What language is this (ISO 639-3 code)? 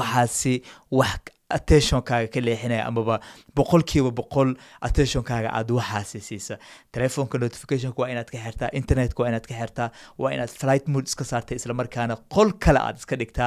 som